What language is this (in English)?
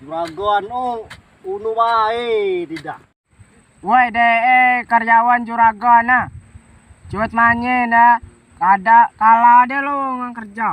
Rejang